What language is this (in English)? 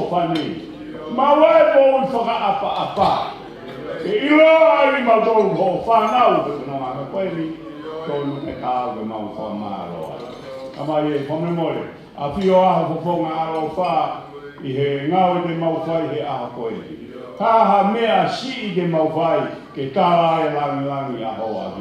Tongan